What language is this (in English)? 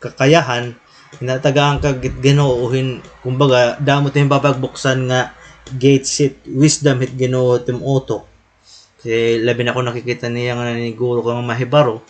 Waray